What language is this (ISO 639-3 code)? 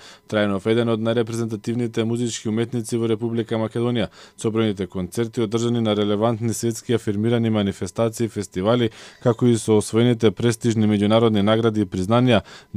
mkd